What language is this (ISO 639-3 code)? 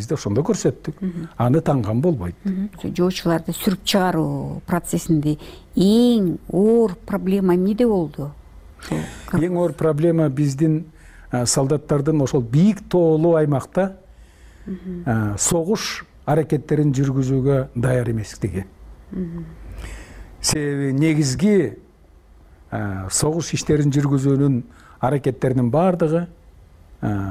kir